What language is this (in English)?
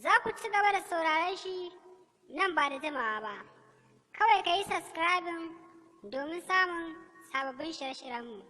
Hausa